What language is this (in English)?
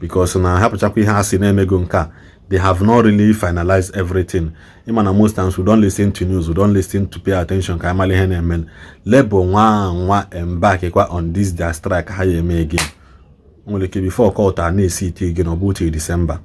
Igbo